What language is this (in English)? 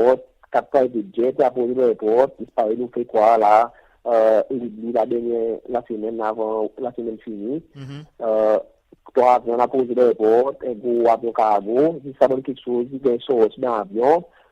Seselwa Creole French